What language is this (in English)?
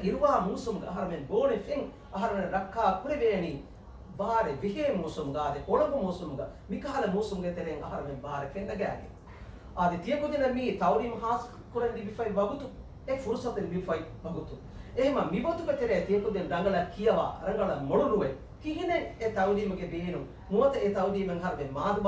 Divehi